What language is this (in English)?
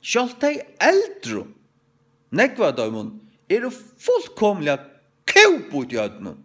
Faroese